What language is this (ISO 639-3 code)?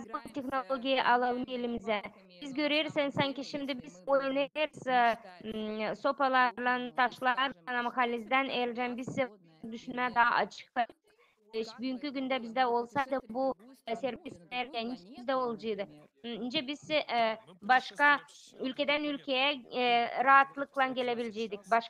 gag